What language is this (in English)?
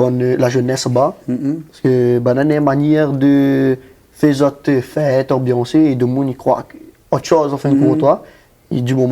Réunion Creole French